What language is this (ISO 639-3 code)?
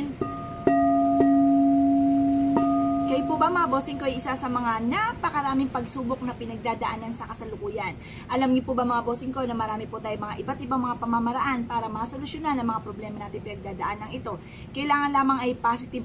fil